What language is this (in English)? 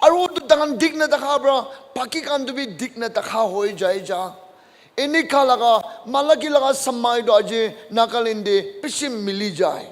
Naga Pidgin